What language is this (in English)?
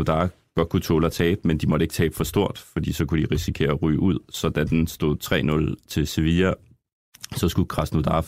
Danish